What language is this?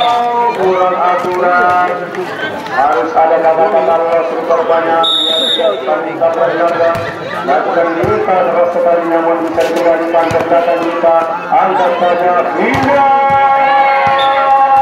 Indonesian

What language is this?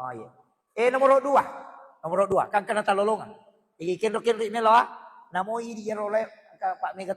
Buginese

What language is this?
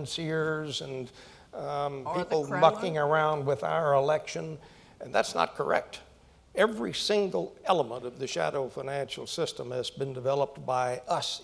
English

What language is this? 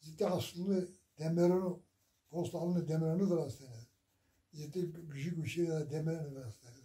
Zaza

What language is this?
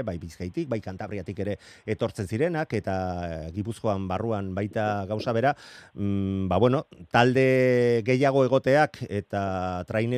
Basque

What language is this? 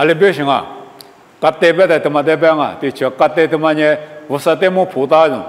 Lisu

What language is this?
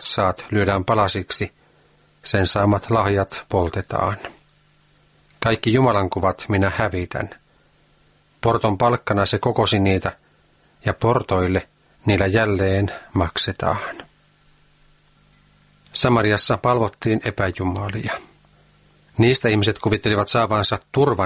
Finnish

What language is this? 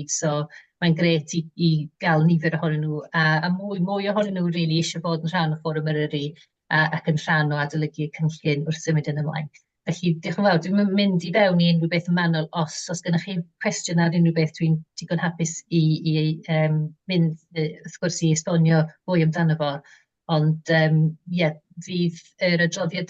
Welsh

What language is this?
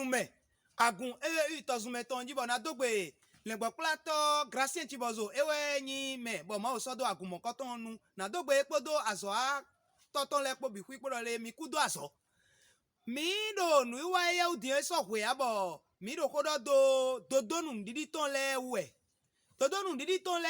Fon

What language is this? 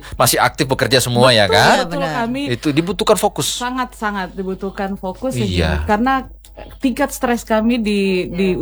Indonesian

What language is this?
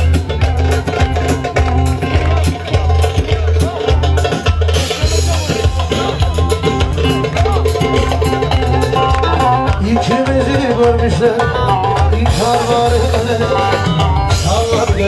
Turkish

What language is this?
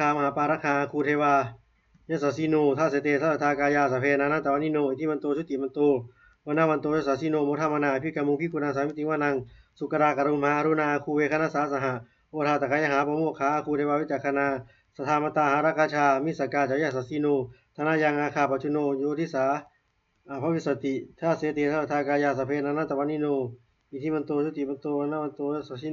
Pali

